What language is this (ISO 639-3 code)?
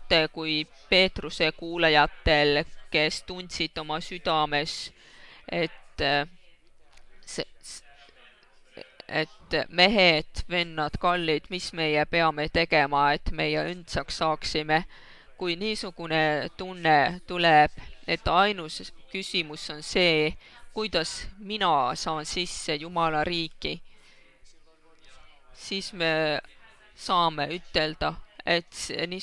est